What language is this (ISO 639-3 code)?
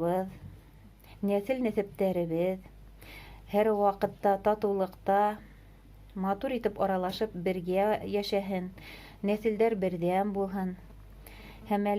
bak